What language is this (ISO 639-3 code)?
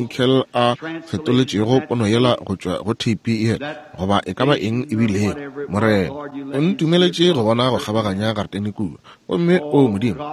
nso